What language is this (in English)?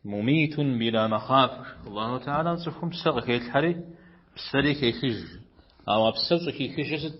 Kabardian